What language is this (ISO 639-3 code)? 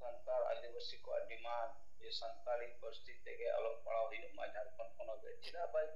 sat